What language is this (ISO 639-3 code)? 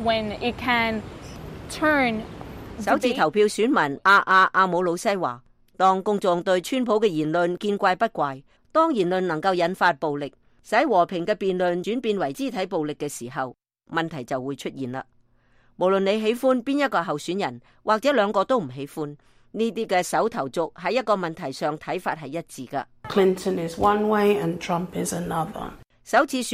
yue